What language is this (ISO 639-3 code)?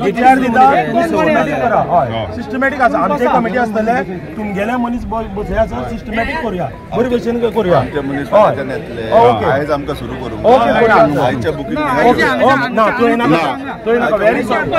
kok